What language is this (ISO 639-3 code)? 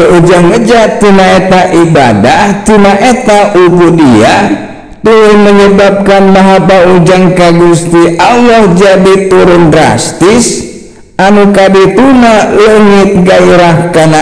sun